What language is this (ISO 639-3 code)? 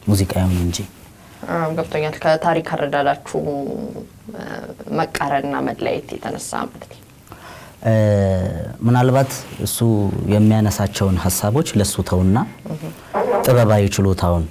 amh